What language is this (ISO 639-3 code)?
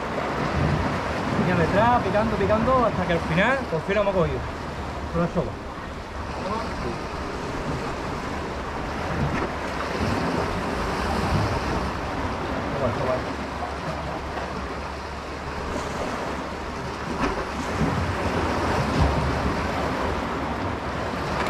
spa